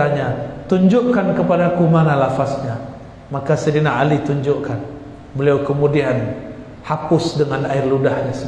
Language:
Indonesian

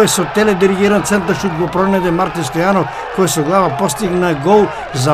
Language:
Macedonian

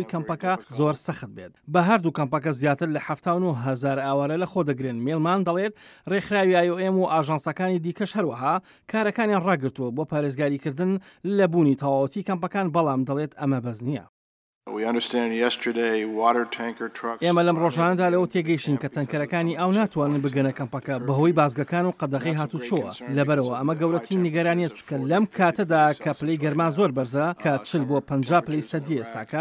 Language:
Central Kurdish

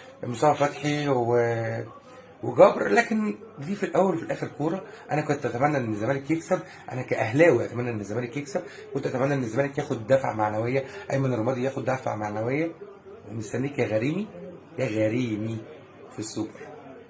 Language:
Egyptian Arabic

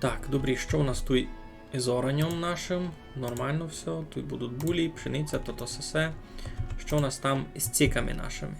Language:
Rusyn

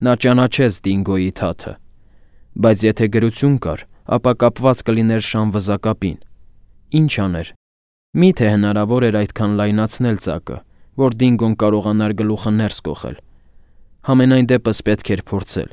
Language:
Armenian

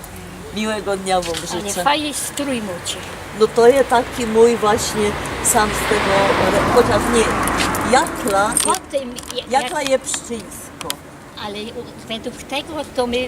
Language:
Silesian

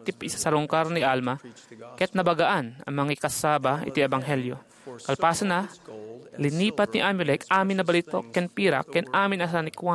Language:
Iloko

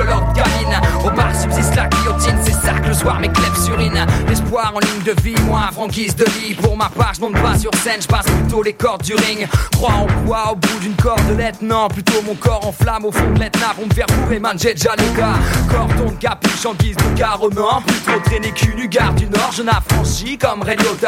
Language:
French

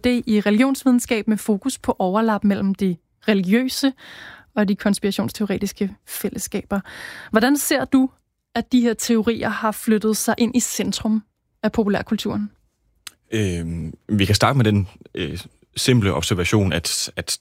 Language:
Danish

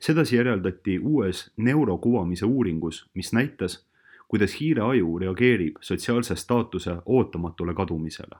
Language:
Estonian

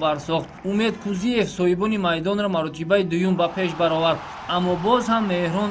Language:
Tajik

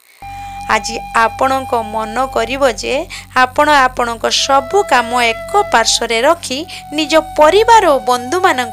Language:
Odia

